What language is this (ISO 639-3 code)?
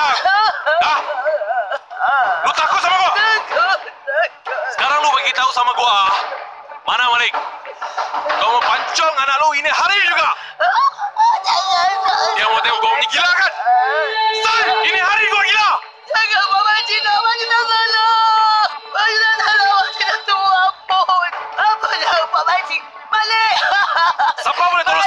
msa